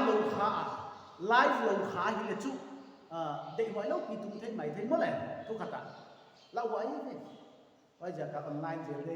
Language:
Paite Chin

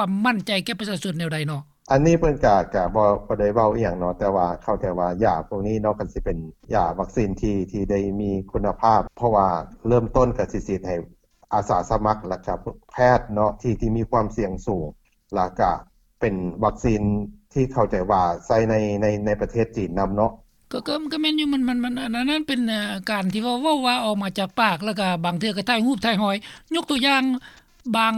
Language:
Lao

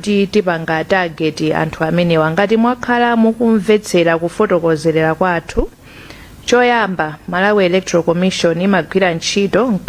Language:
Nyanja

